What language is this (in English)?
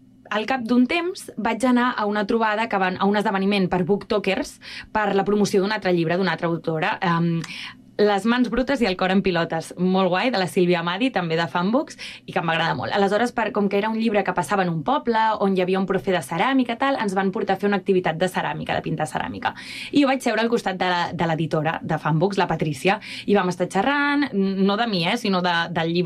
Catalan